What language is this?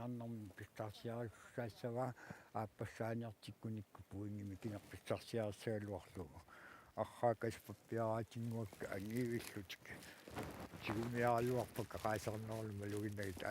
Kalaallisut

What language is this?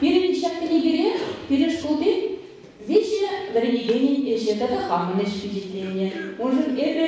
Chuvash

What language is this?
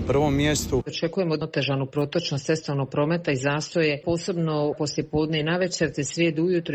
Croatian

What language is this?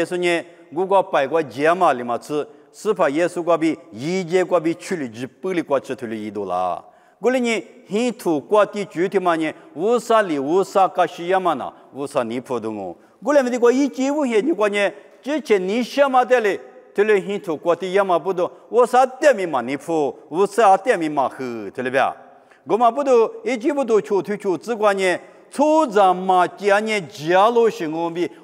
Lisu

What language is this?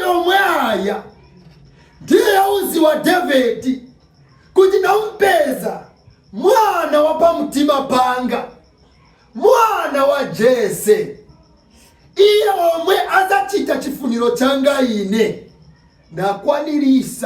Nyanja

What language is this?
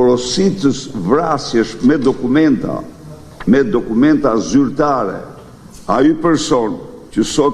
Albanian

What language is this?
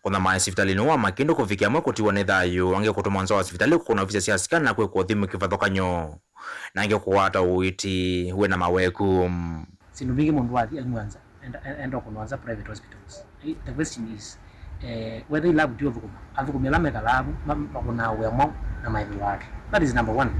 Kamba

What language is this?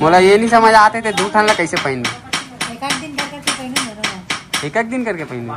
Chhattisgarhi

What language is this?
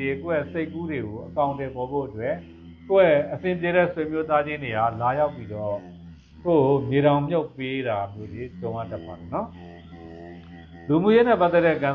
Burmese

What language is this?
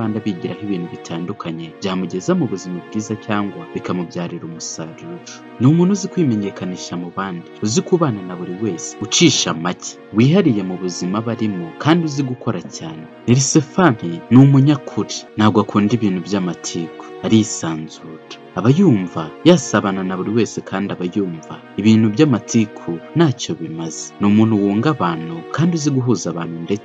Kinyarwanda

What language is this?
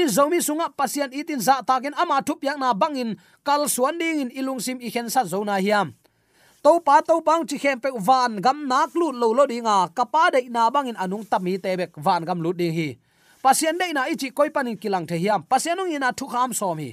Tedim Chin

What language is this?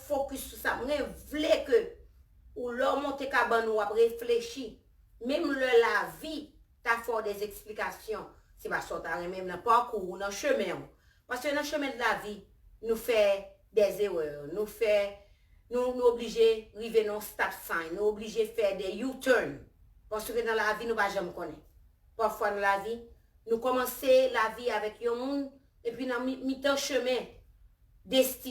Haitian Creole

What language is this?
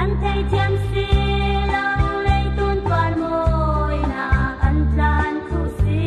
Falam Chin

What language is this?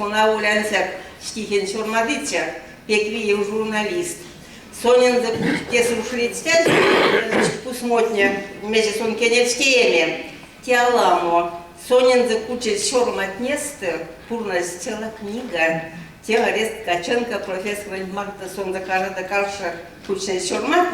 Erzya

